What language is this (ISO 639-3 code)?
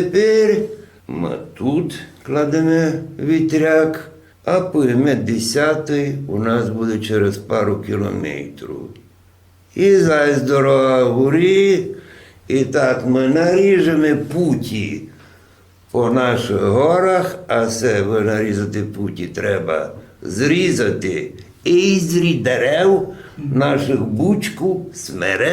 rue